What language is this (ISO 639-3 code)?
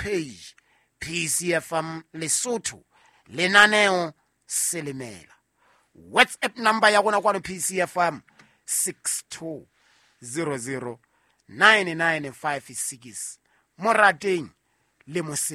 sot